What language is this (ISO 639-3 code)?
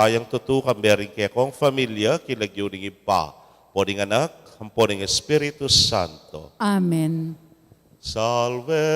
pam